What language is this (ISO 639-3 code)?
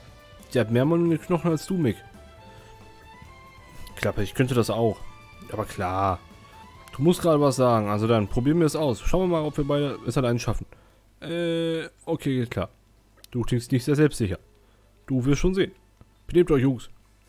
deu